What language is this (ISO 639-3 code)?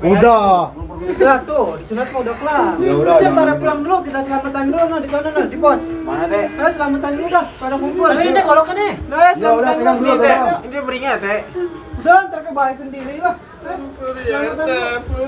bew